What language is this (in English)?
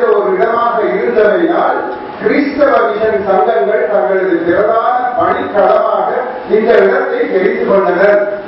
Tamil